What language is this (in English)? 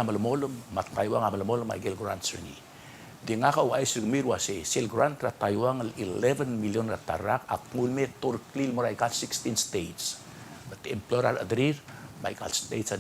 Palauan